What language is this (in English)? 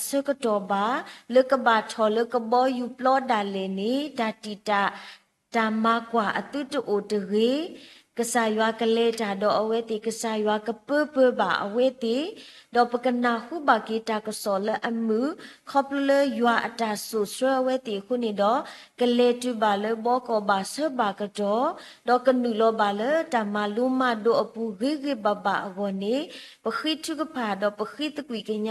S'gaw Karen